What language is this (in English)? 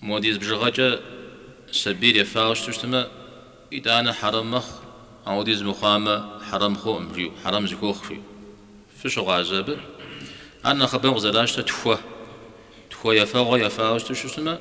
Kabardian